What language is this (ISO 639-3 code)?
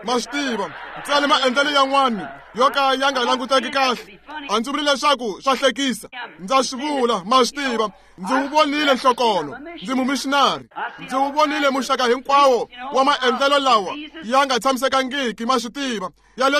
tso